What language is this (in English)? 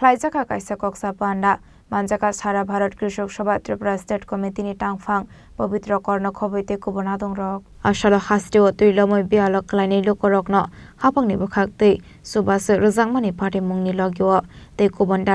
Kok Borok